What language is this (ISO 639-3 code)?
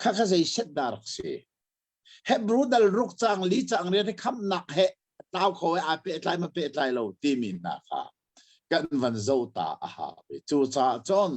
cnh